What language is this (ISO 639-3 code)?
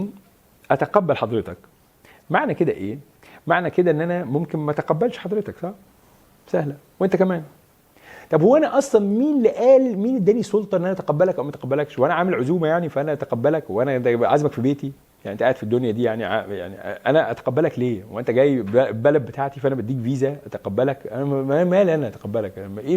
arz